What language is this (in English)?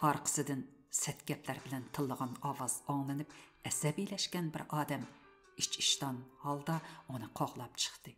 Uyghur